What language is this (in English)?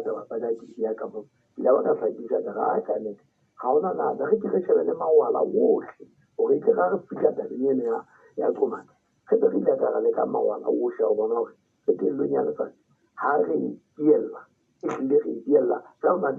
Southern Sotho